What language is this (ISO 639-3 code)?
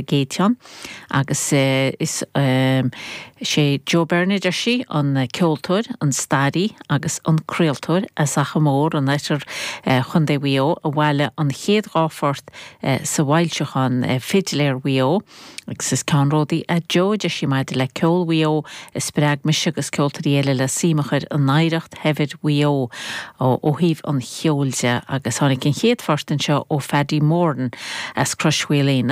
gle